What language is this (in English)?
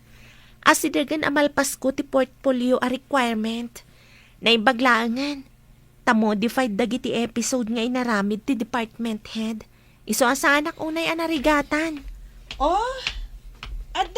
Iloko